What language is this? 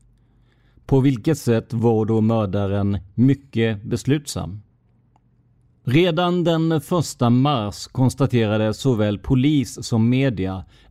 Swedish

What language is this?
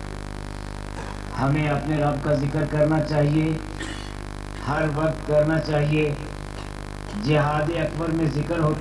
Urdu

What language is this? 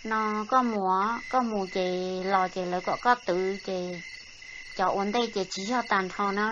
Hmong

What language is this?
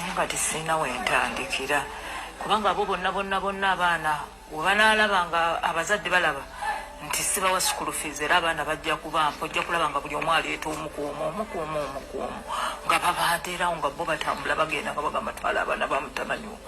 Ganda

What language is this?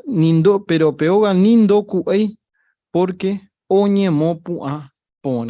Guarani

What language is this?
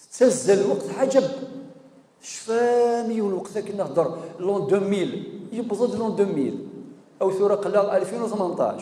Kabyle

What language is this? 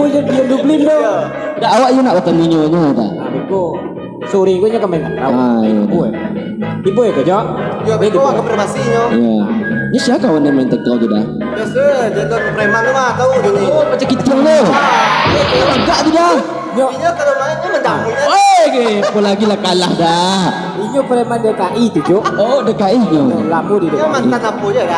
Minangkabau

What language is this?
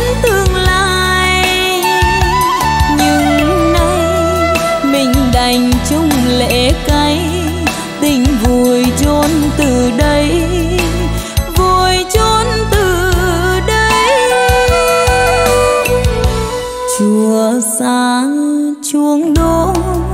Vietnamese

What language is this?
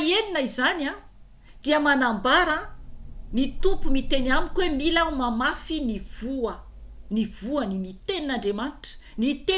Malagasy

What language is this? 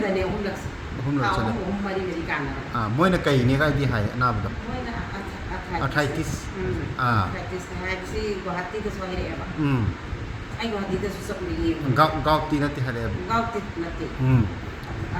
Manipuri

